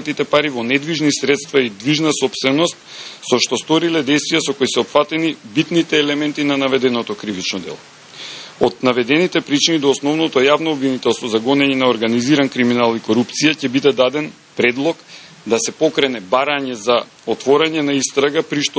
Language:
Macedonian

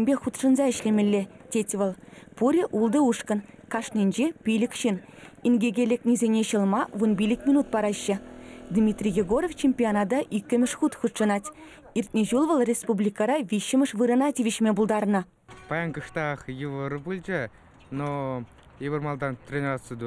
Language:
Chuvash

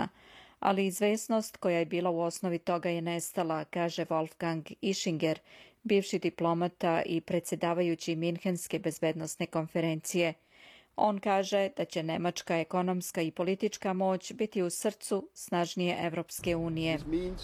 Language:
Serbian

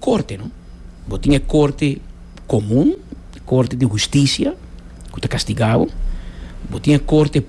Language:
Papiamento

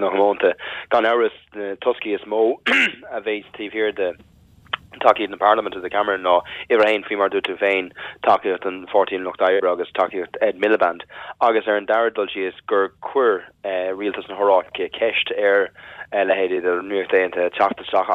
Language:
Irish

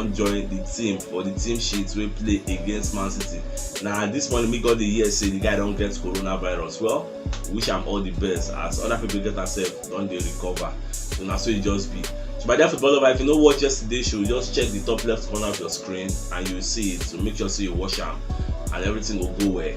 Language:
Nigerian Pidgin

